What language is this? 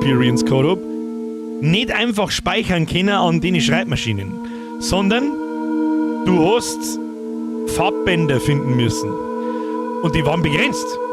Bavarian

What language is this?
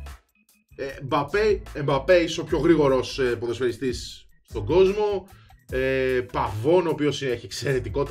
Greek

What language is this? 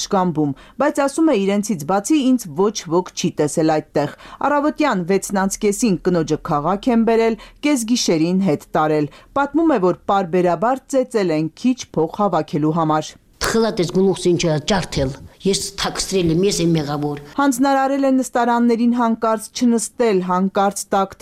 Armenian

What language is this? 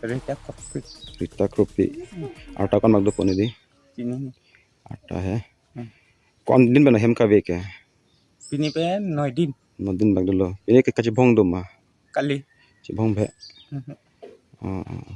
Karbi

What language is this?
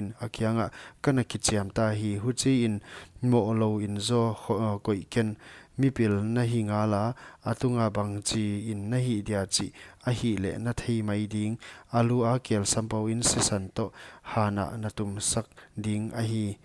Paite Chin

